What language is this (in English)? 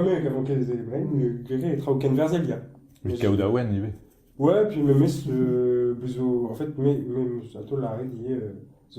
Breton